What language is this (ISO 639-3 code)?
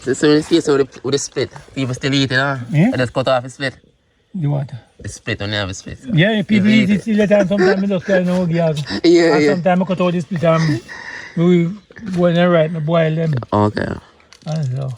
jam